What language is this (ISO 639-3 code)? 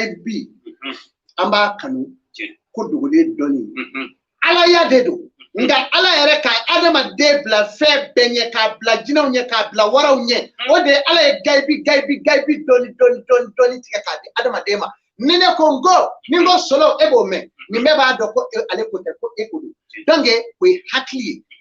bam